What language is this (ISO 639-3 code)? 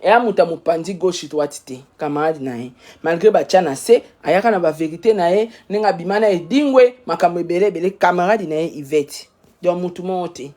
lin